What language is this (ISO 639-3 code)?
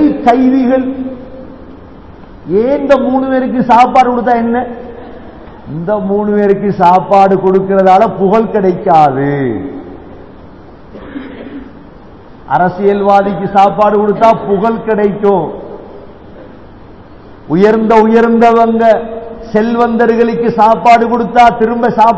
tam